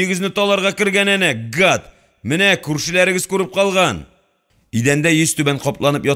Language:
Tatar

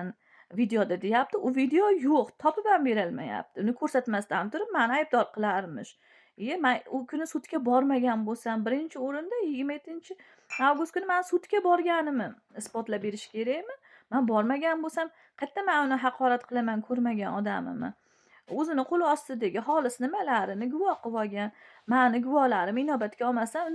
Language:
Uzbek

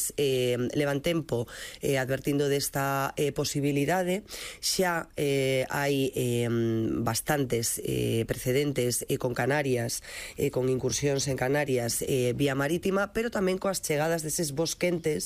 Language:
Galician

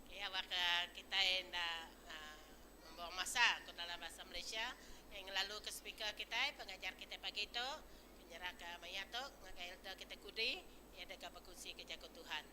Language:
Iban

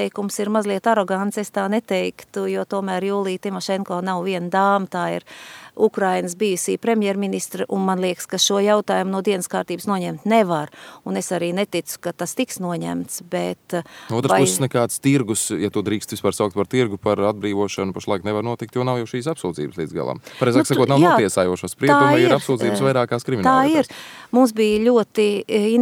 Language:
Latvian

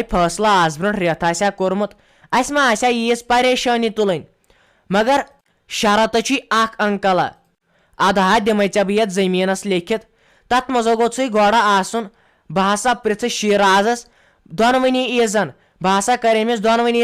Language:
Kashmiri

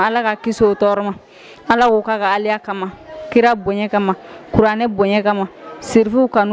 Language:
Bambara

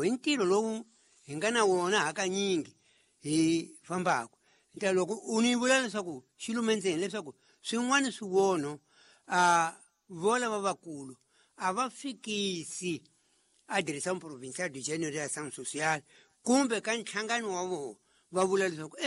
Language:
Tsonga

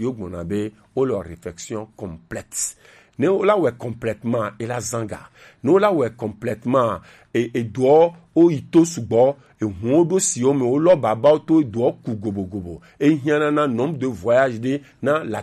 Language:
Gen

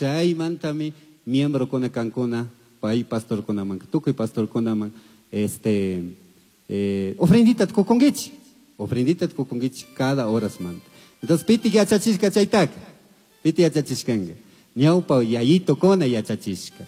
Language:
Chimborazo Highland Quichua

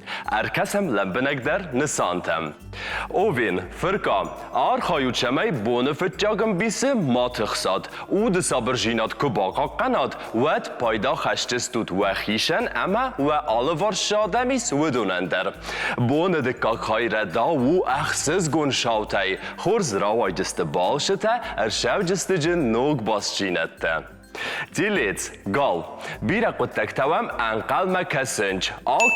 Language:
Ossetic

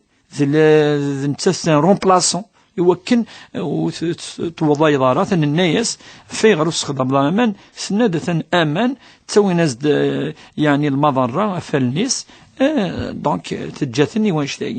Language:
Kabyle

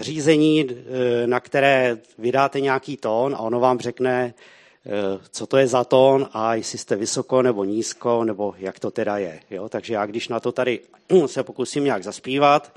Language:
Czech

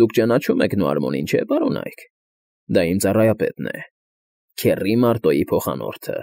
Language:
Armenian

